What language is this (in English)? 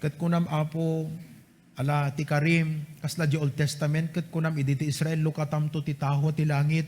Iloko